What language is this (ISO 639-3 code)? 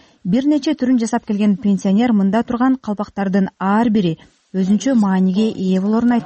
kir